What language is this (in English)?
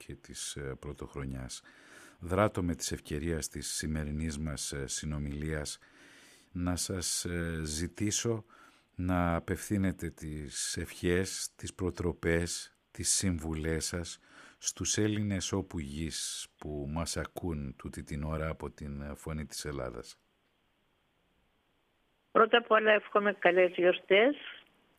Greek